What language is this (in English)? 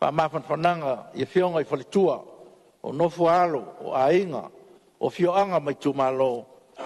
Samoan